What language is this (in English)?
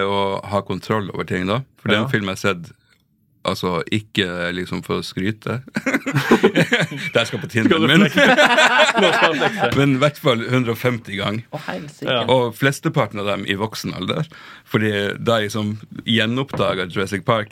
Norwegian